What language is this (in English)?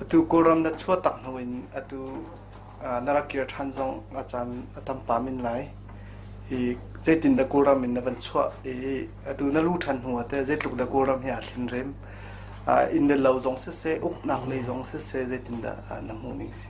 Hakha Chin